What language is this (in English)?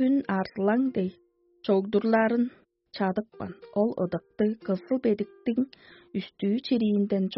Tuvinian